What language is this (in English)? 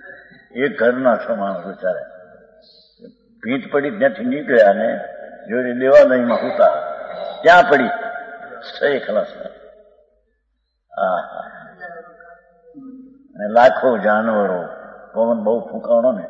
Gujarati